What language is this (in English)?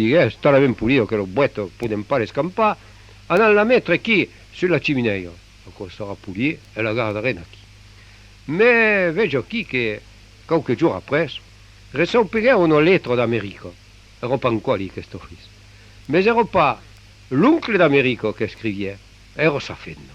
Occitan